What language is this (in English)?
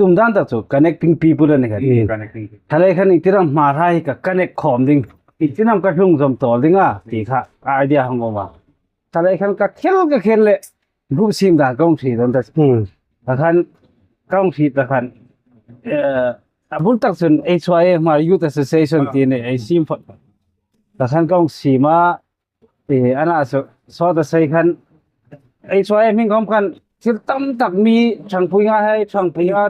Hmar